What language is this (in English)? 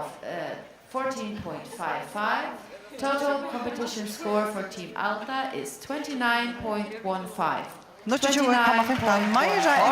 Faroese